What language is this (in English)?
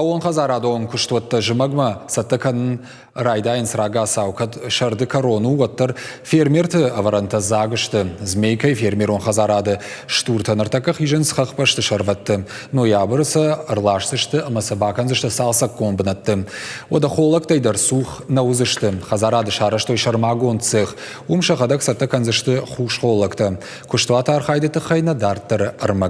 Ossetic